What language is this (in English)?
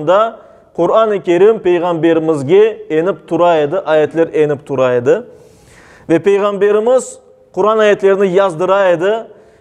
Crimean Tatar